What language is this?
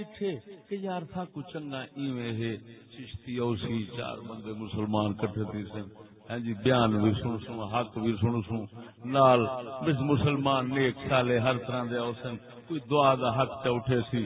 Saraiki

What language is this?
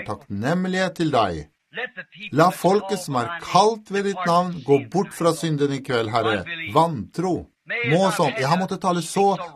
Norwegian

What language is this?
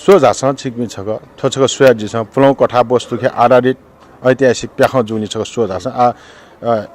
Newari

